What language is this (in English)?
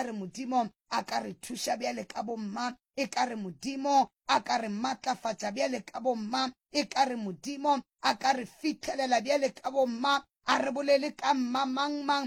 Northern Sotho